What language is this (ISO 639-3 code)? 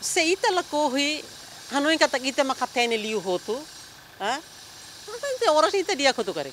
tet